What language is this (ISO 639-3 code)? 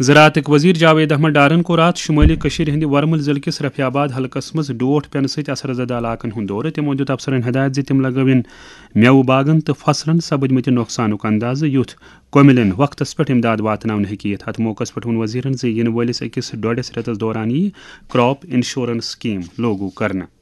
kas